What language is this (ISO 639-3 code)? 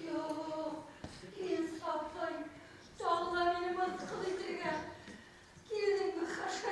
bak